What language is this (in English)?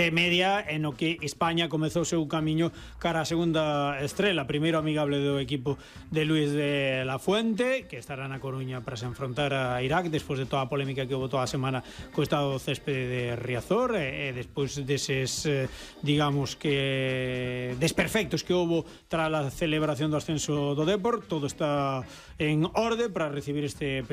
Galician